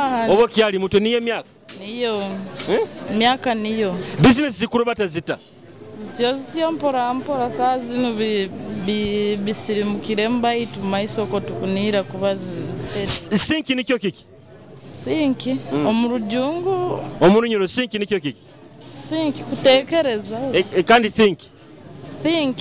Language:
Nyoro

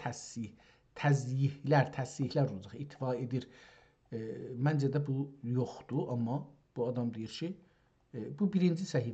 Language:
South Azerbaijani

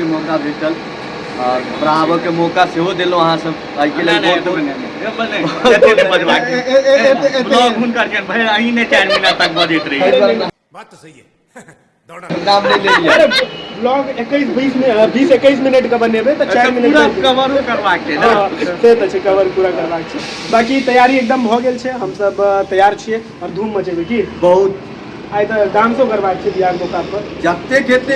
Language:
Maithili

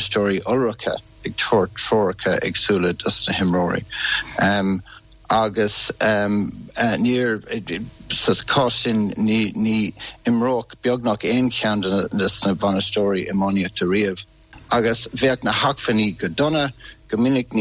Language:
Irish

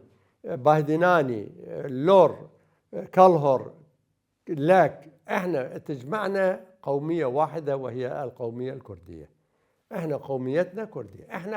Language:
Mesopotamian Arabic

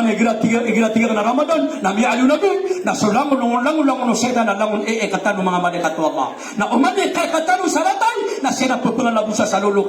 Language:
Maranao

